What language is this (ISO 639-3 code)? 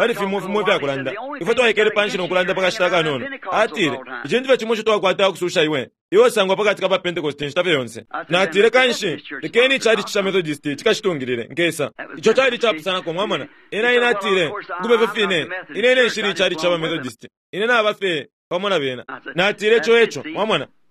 bem